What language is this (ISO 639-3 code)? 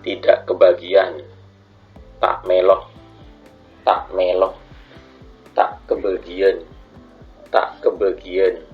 mad